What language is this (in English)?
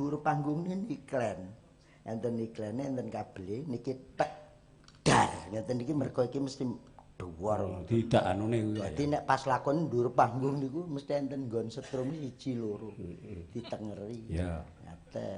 Javanese